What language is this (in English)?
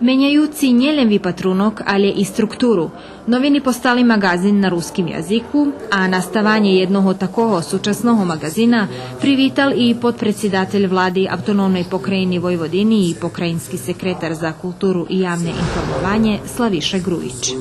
Rusyn